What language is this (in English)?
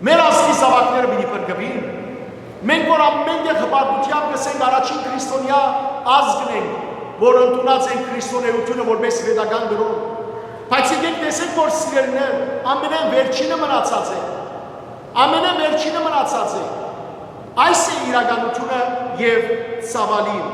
Western Armenian